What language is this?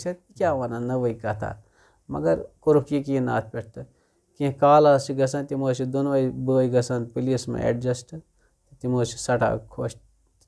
Kashmiri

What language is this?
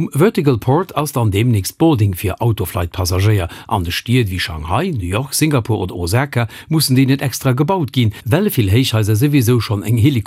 Luxembourgish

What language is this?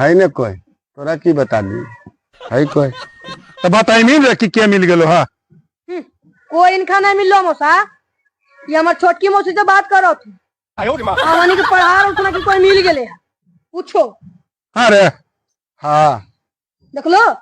Magahi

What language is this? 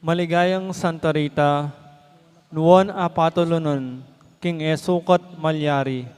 Pampanga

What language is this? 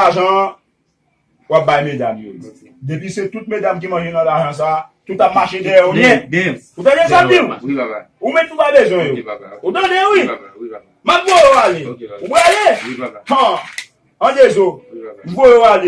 Haitian Creole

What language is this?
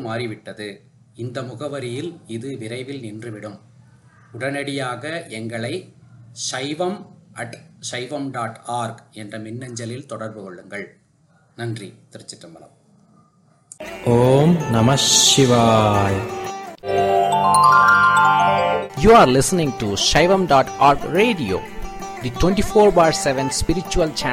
Tamil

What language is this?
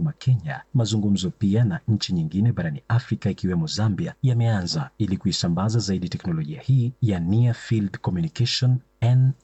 Swahili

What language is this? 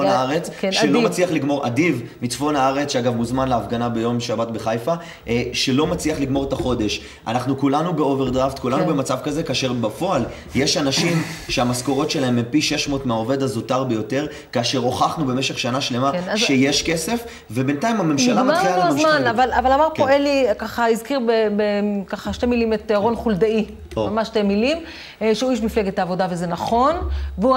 Hebrew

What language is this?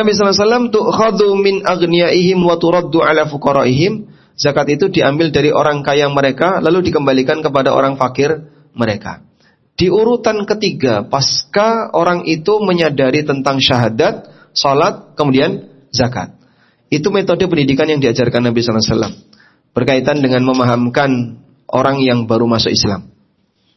Indonesian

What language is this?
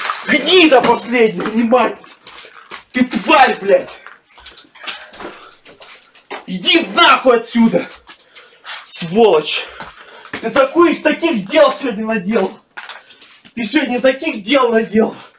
Russian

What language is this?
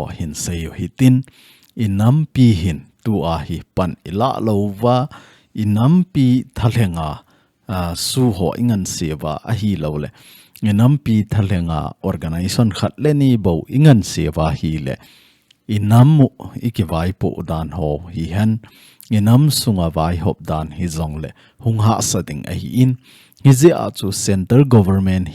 Thado Chin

